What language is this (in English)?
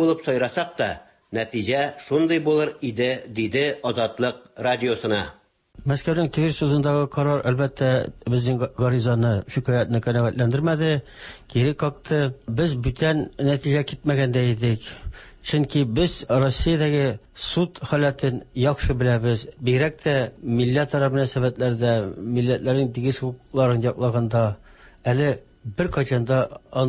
Tatar